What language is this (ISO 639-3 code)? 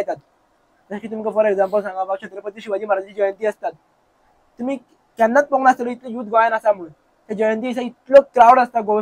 kok